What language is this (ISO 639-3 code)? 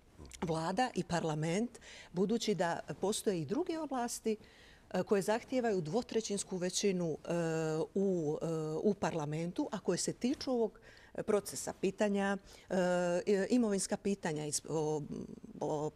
bos